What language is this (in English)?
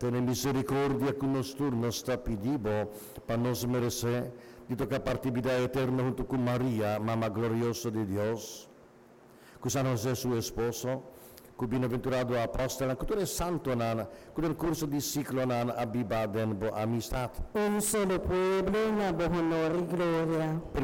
Papiamento